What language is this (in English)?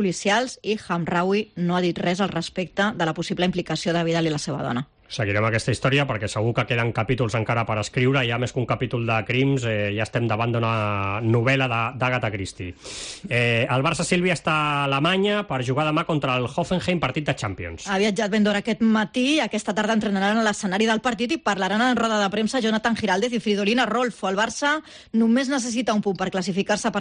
Catalan